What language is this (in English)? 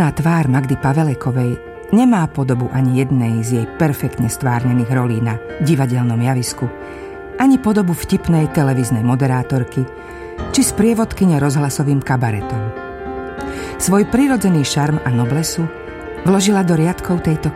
Slovak